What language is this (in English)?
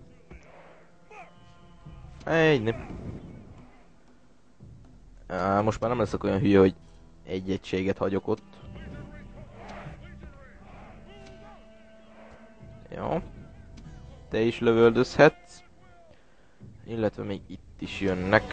Hungarian